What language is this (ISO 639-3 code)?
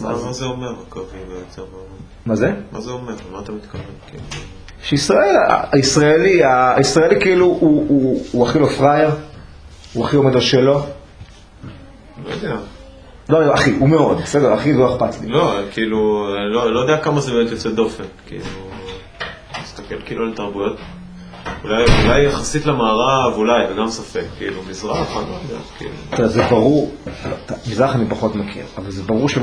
heb